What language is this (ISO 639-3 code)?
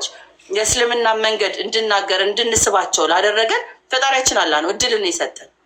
amh